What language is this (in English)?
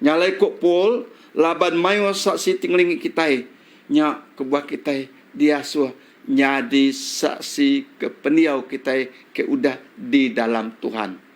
Iban